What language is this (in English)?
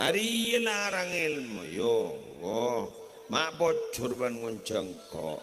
Madurese